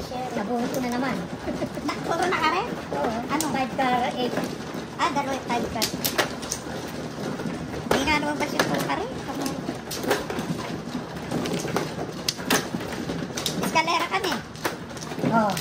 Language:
Filipino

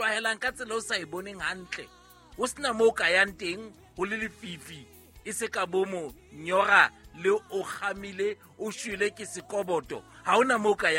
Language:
Southern Sotho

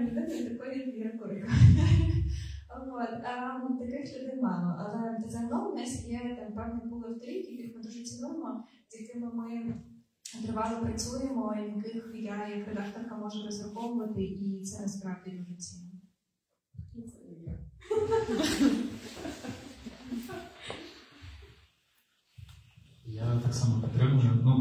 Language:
Ukrainian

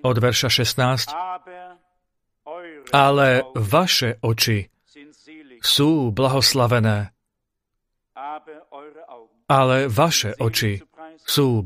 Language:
Slovak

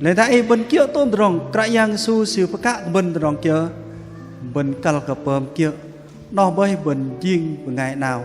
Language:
Bahnar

